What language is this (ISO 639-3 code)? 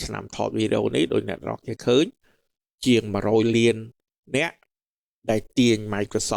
khm